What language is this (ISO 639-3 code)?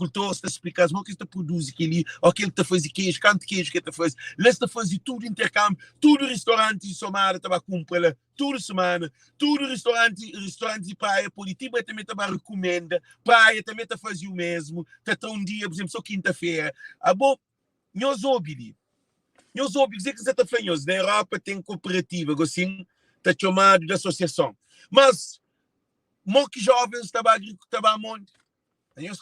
kea